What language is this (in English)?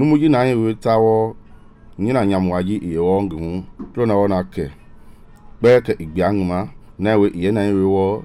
Mende